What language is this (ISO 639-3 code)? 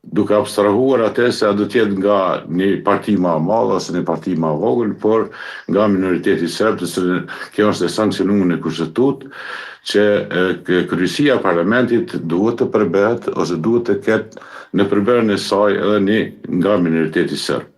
sqi